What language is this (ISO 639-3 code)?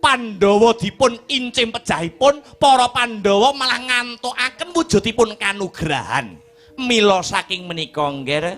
jav